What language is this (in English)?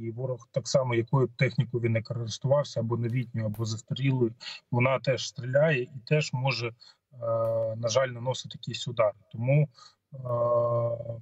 Ukrainian